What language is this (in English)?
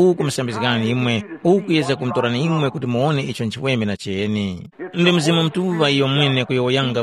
Tumbuka